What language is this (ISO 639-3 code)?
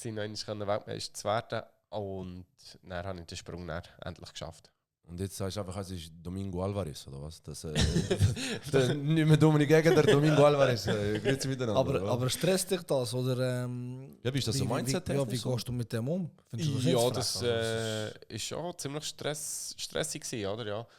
gsw